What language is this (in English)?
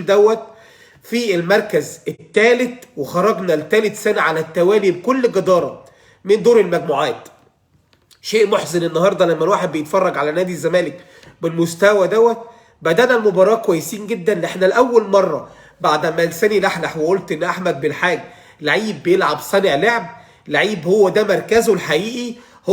Egyptian Arabic